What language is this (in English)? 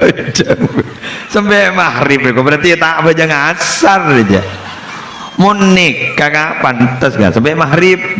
Madurese